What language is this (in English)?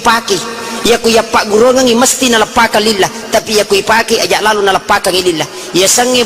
Buginese